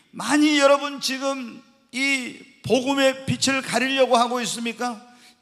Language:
Korean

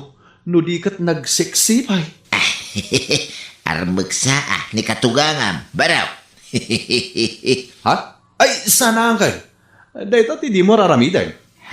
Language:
Iloko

